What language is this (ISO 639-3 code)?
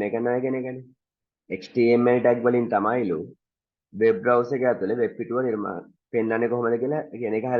sin